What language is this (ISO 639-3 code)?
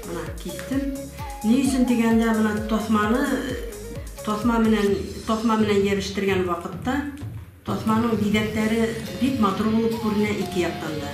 bak